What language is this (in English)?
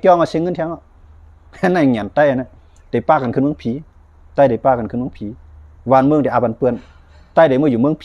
Shan